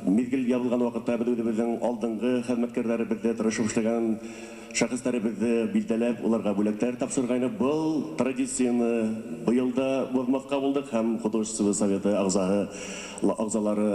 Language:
Bashkir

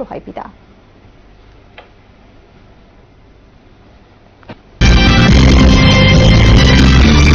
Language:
Bangla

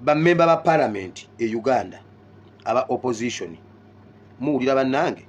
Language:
Ganda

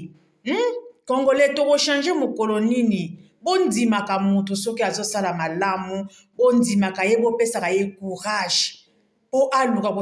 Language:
Lingala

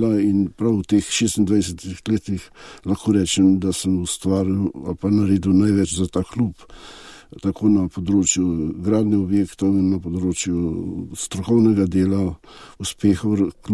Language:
Slovenian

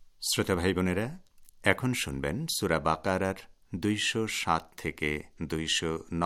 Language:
Bangla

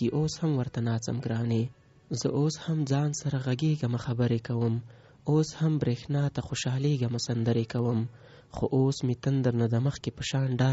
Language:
Pashto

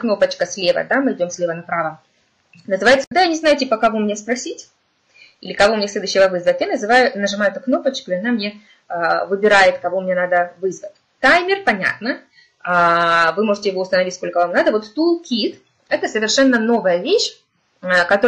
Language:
Russian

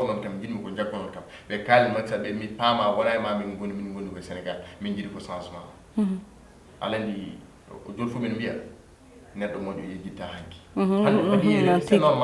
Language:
Fula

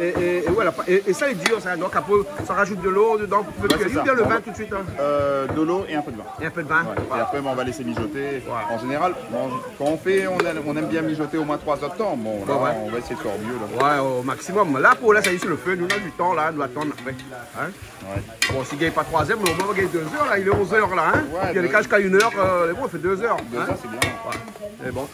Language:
Réunion Creole French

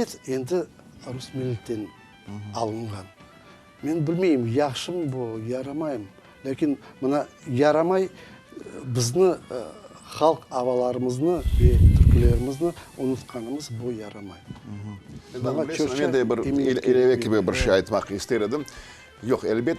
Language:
Crimean Tatar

